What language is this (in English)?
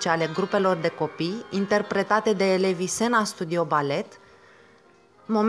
Romanian